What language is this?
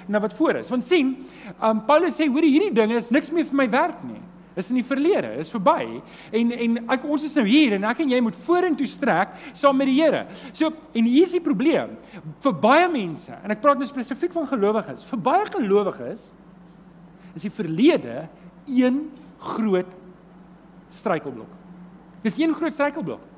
Afrikaans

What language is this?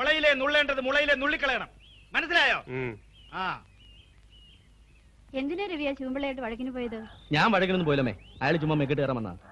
Malayalam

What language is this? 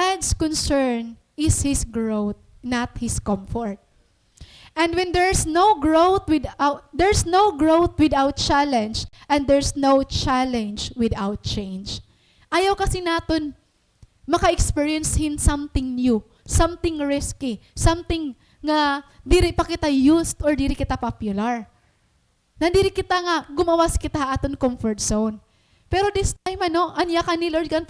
Waray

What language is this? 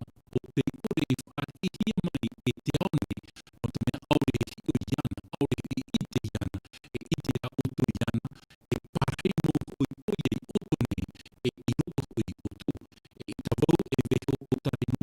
Tahitian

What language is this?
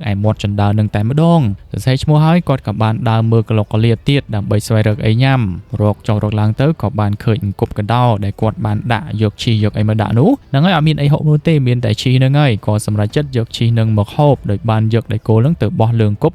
Khmer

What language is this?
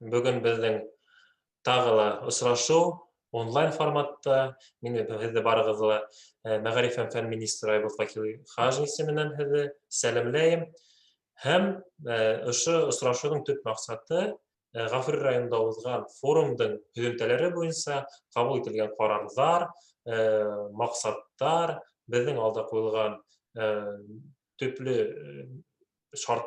Bashkir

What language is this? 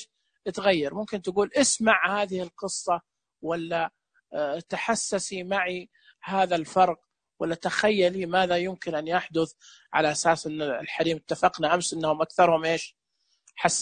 Najdi Arabic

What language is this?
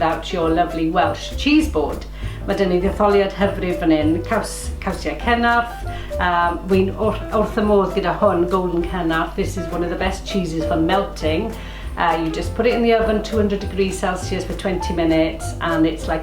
Welsh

